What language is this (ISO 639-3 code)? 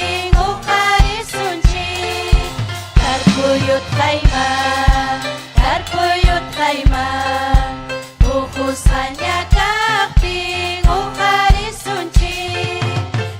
quy